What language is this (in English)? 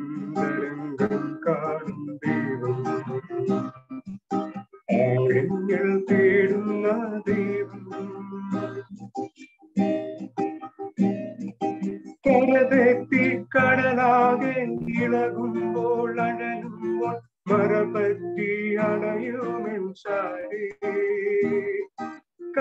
Malayalam